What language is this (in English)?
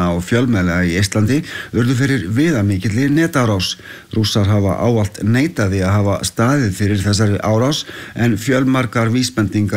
Icelandic